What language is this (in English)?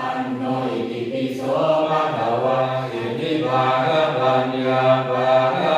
Pali